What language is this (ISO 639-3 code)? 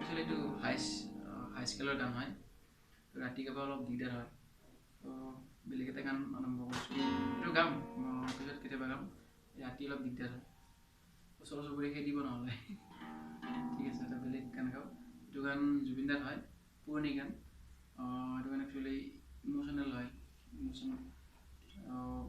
asm